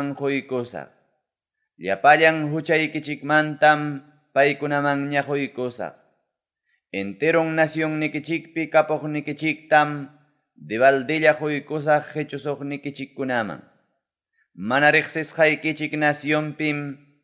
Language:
Ayacucho Quechua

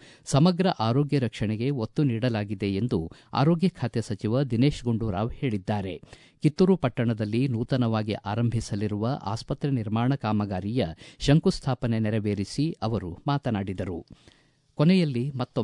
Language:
Kannada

